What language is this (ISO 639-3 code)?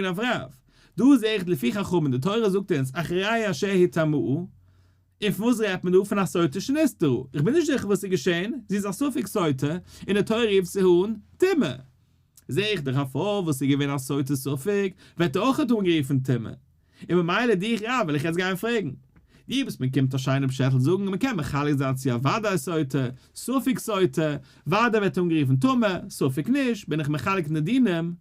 yid